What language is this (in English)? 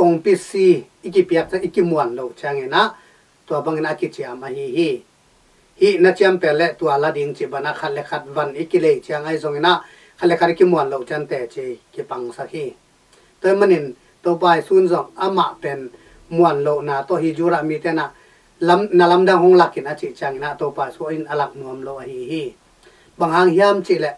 Tedim Chin